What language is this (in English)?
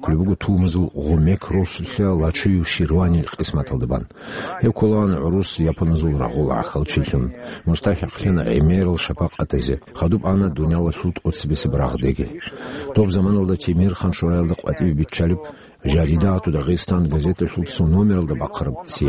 Avaric